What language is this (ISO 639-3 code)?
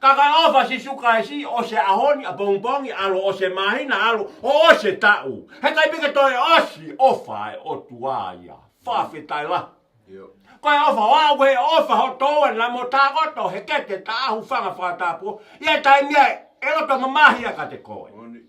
ton